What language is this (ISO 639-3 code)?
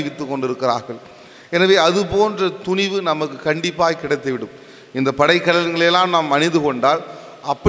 tam